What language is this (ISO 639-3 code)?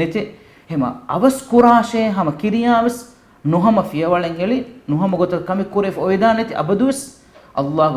div